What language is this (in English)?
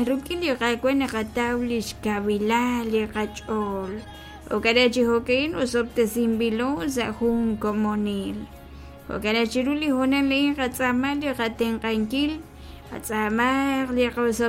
Kekchí